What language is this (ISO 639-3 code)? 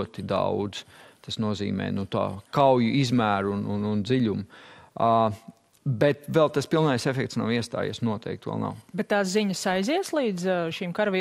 lav